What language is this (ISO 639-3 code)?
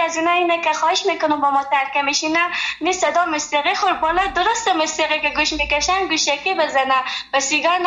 fas